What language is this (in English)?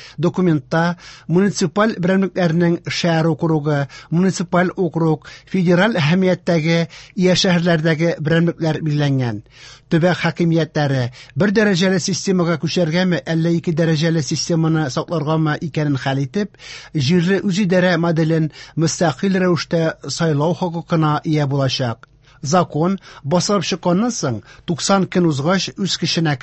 Tatar